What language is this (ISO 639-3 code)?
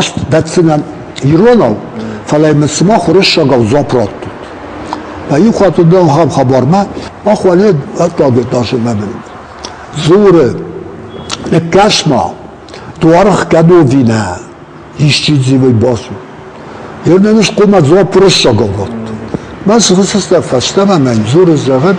oss